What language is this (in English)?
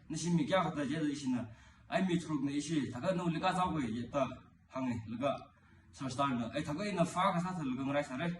Tangkhul Naga (India)